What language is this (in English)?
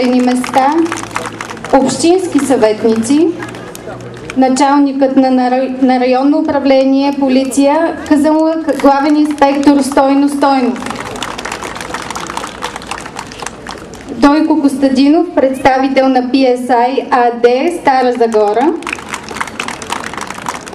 Bulgarian